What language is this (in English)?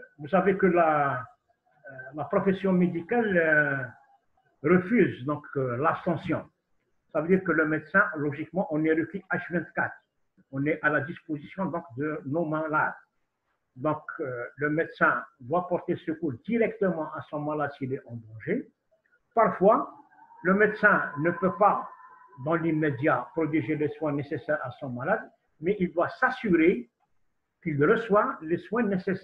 French